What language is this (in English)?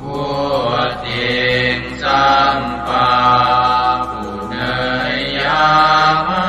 Pali